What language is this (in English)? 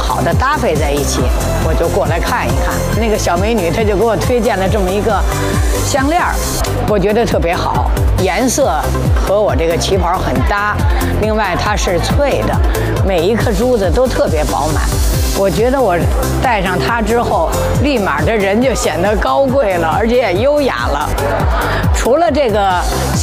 Chinese